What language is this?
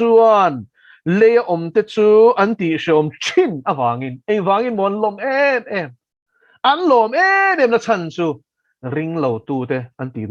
Mizo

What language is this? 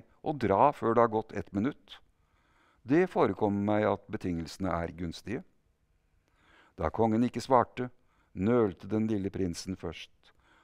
Norwegian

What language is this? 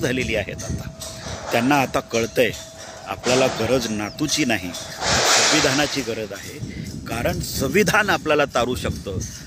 Marathi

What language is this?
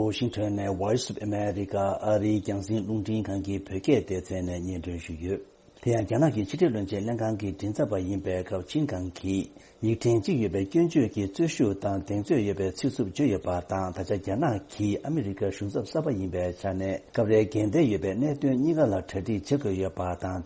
Tibetan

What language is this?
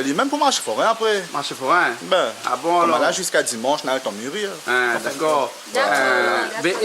Réunion Creole French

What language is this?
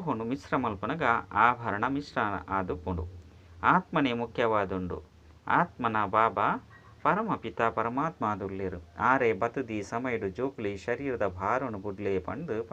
Tulu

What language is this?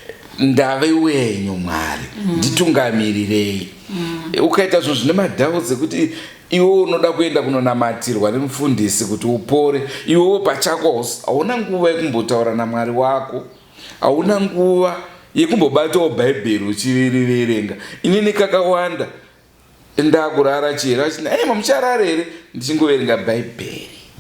Shona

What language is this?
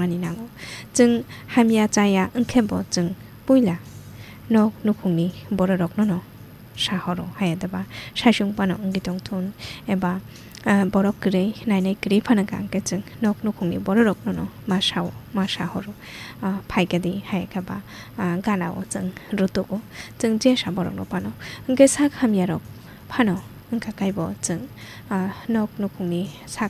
Kok Borok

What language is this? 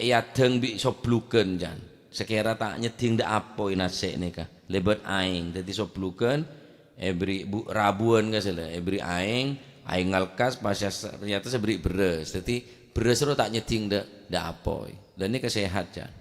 Madurese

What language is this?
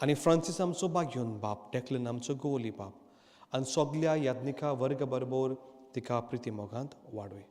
Konkani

